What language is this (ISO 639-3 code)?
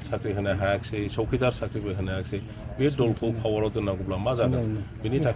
brx